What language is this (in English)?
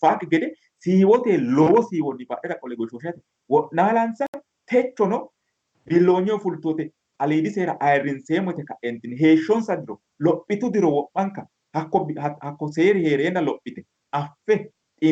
Sidamo